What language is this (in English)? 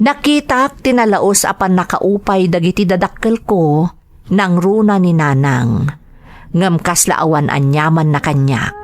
Iloko